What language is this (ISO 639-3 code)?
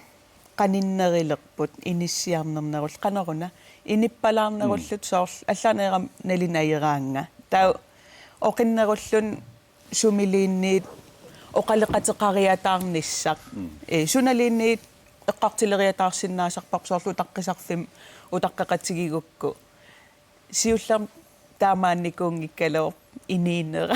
kal